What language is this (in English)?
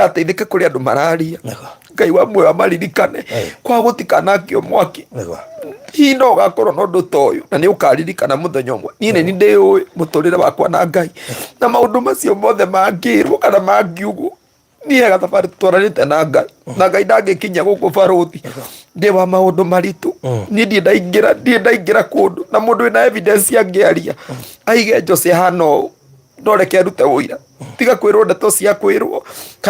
Kikuyu